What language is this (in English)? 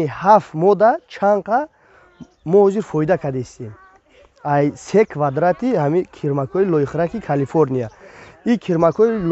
Tajik